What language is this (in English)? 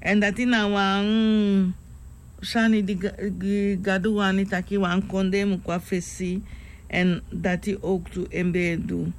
Sranan Tongo